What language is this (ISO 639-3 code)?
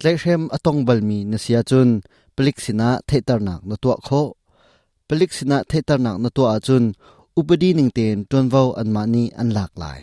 cnh